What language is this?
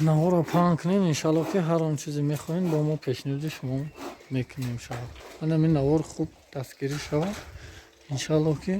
Tajik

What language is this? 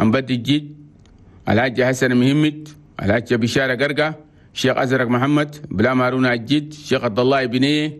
Chadian Arabic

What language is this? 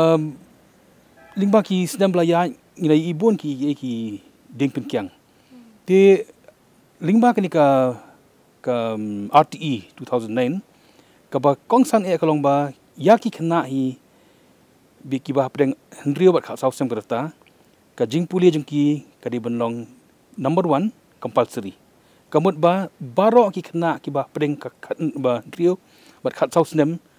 Khasi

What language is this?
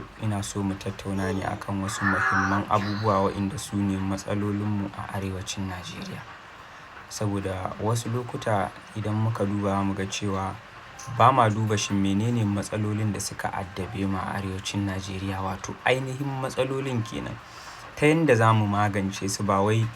Hausa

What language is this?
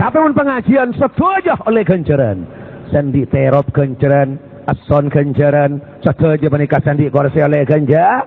Madurese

